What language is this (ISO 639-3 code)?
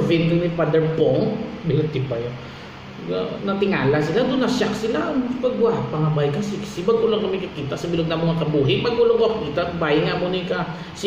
hil